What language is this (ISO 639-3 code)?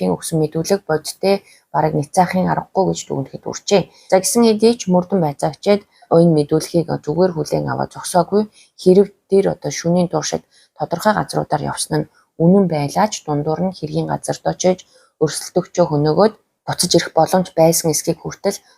mon